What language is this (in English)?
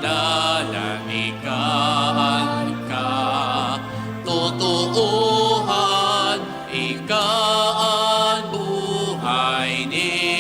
Bikol